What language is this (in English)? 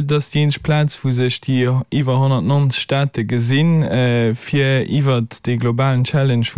Luxembourgish